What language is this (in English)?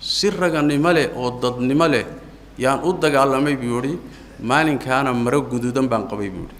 Somali